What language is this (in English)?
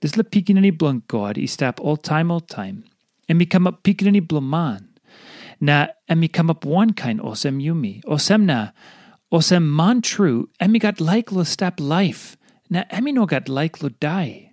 Tok Pisin